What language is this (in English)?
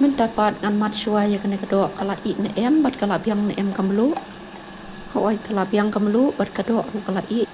Khasi